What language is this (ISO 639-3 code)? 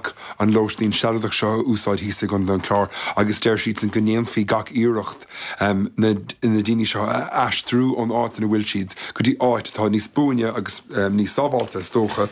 gle